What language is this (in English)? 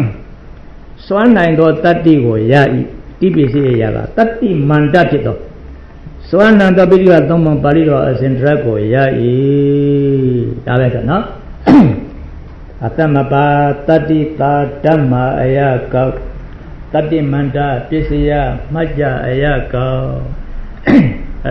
Burmese